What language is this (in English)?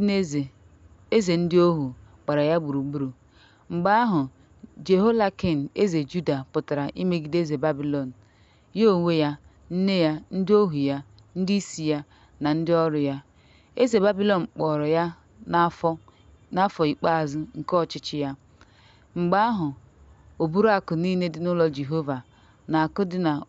Igbo